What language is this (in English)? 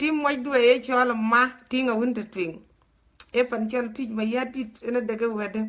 Dinka